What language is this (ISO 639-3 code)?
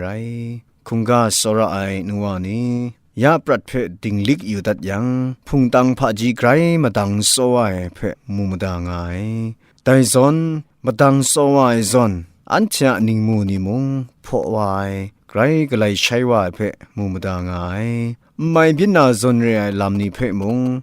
kac